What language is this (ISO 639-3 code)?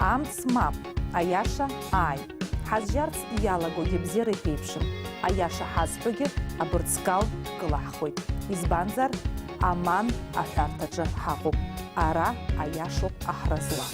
abk